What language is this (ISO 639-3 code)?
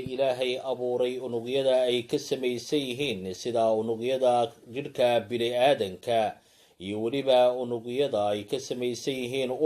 som